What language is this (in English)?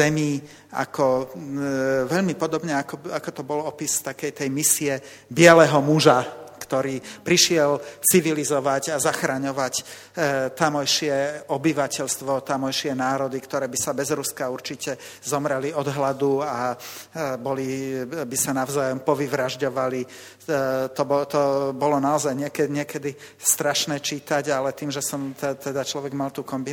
Slovak